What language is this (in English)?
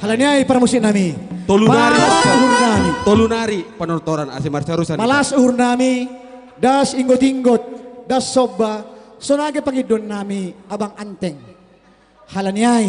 Batak Simalungun